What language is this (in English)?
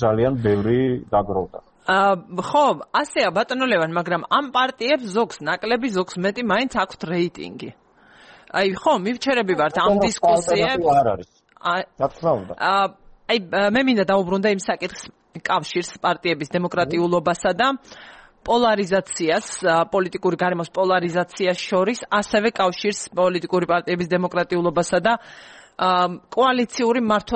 Georgian